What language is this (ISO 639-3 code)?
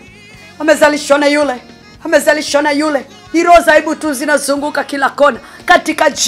swa